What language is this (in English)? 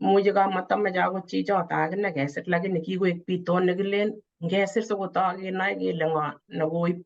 Kalenjin